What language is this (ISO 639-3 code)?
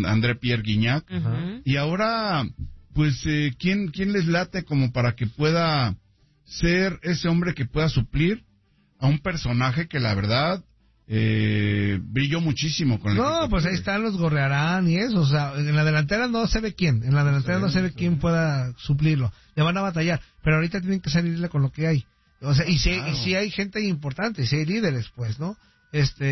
spa